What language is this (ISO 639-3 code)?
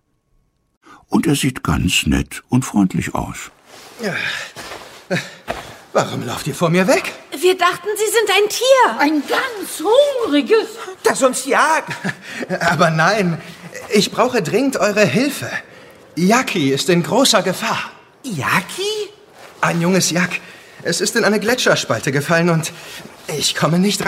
deu